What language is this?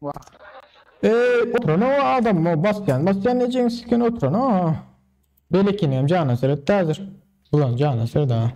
Turkmen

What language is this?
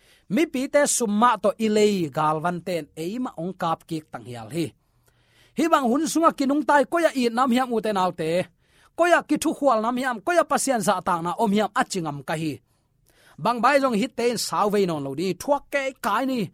Tedim Chin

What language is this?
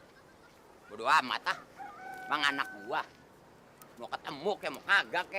Betawi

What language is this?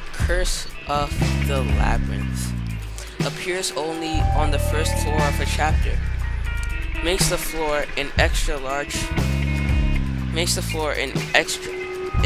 English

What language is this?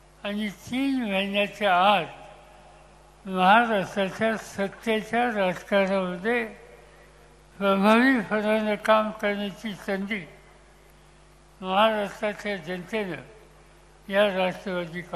Marathi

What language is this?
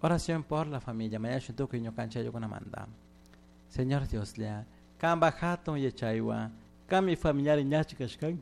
Chimborazo Highland Quichua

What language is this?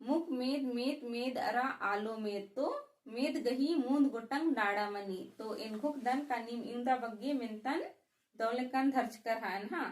Kurukh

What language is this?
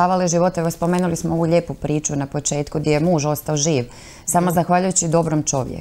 Croatian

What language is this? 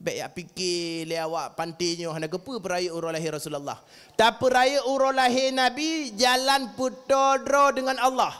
Achinese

